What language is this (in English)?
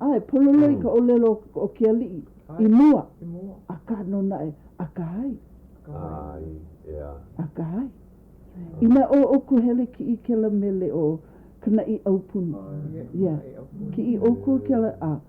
Hawaiian